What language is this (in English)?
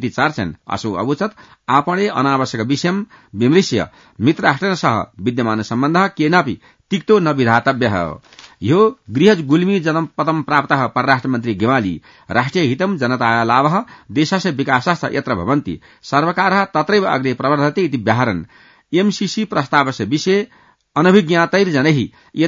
Sanskrit